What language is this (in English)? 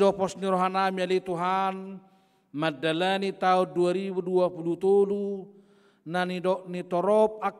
Batak Toba